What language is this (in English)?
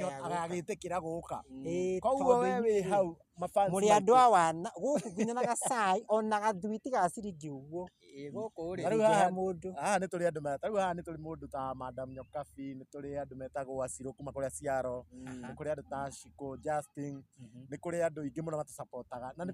Kikuyu